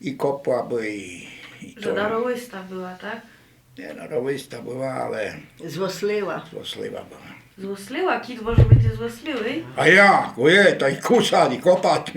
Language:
Rusyn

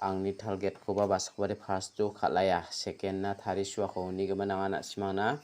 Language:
Garo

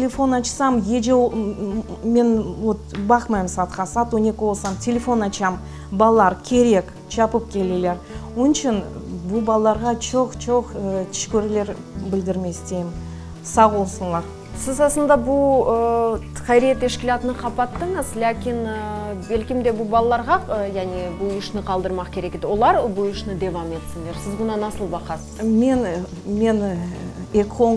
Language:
Crimean Tatar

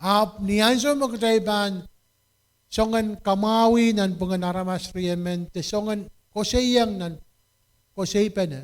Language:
Pohnpeian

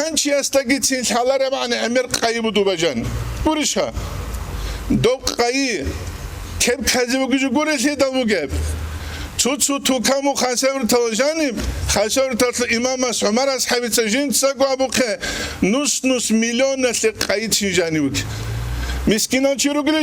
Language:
Avaric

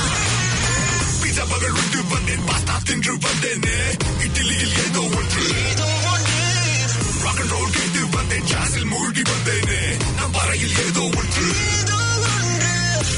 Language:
Tamil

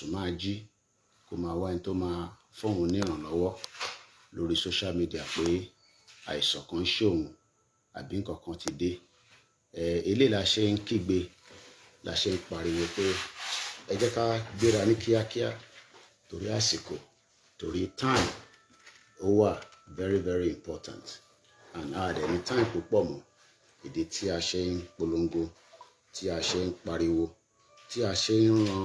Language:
Yoruba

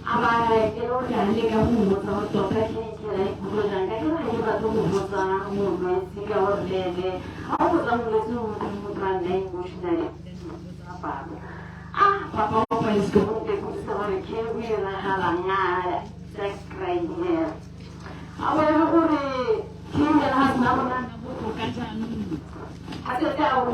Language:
Tswana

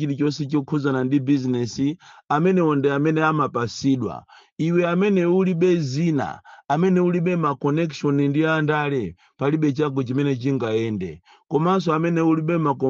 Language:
Nyanja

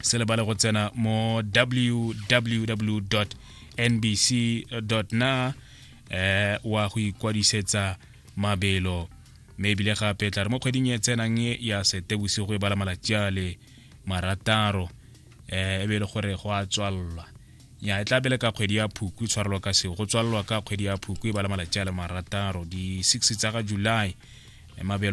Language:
Tswana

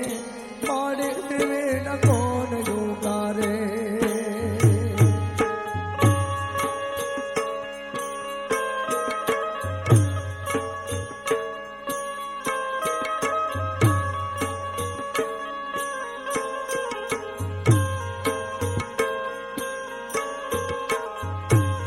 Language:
Gujarati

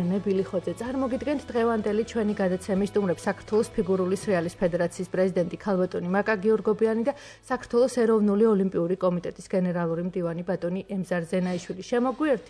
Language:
Georgian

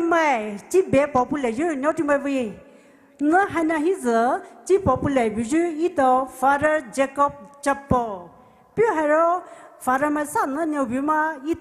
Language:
Poumei Naga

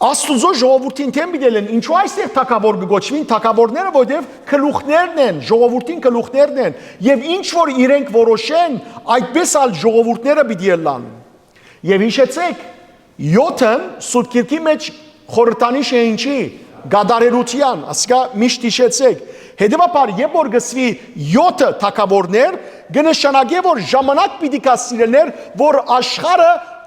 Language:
Western Armenian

